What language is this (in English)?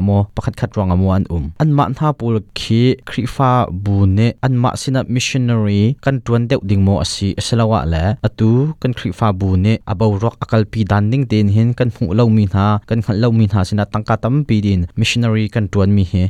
Hakha Chin